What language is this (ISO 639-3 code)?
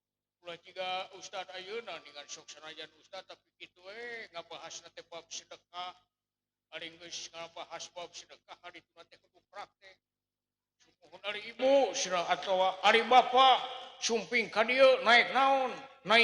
sun